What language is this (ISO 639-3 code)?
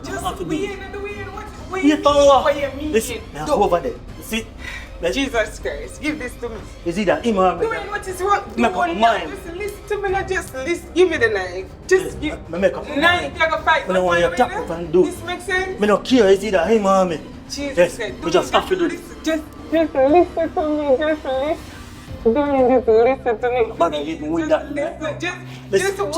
jam